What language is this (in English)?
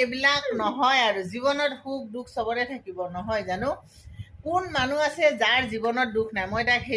Assamese